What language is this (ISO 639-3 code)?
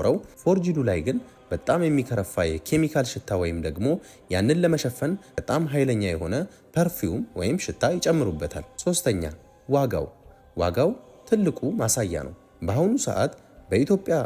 amh